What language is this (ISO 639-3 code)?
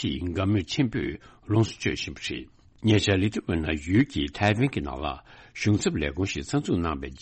bod